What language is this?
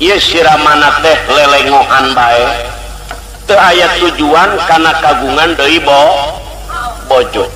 Sundanese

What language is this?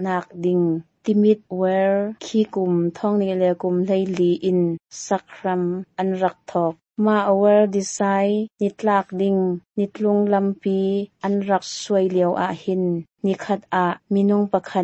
Hakha Chin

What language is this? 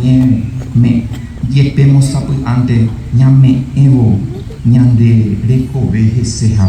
Guarani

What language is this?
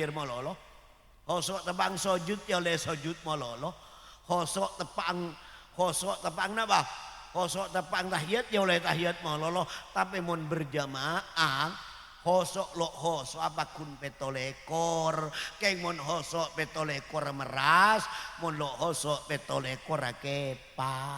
Madurese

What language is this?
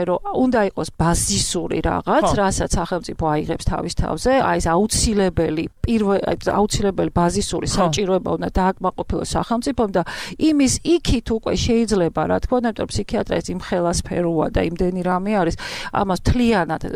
Georgian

